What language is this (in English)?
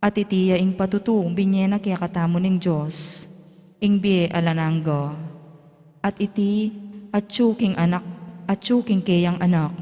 Pampanga